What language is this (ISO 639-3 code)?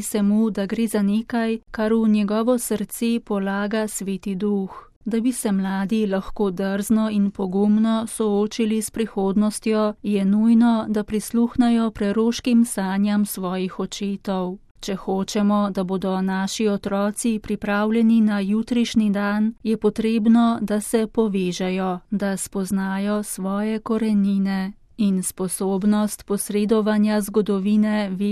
slv